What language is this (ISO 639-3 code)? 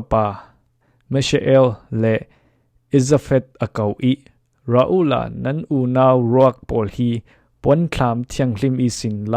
cfm